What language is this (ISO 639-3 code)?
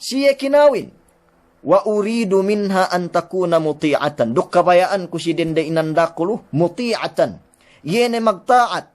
yka